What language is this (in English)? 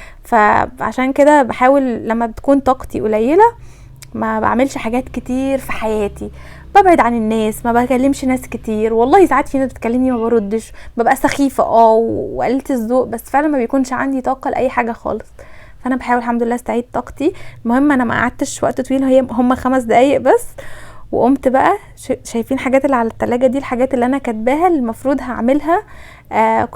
Egyptian Arabic